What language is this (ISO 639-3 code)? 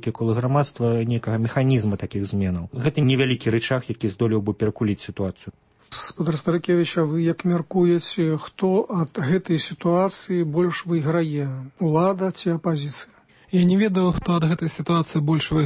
bel